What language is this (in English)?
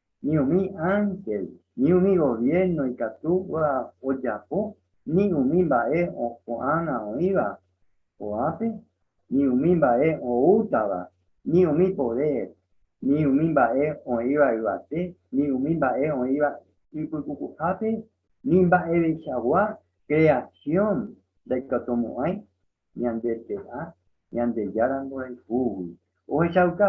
Guarani